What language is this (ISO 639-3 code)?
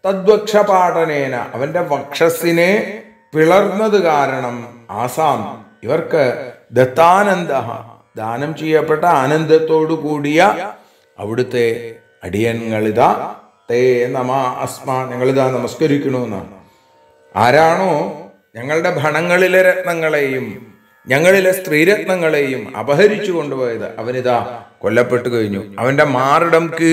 mal